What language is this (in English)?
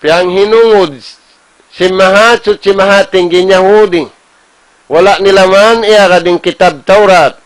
Tausug